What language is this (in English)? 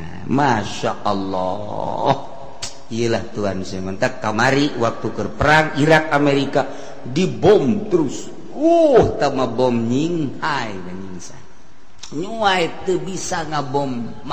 Sundanese